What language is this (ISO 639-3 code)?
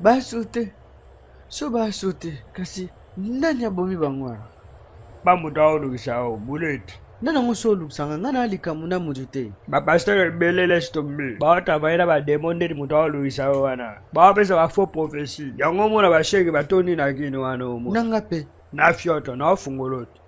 lin